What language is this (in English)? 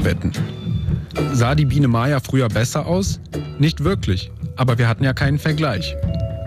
German